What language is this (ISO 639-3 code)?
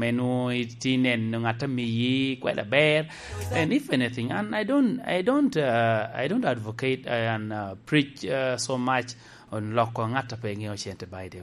laj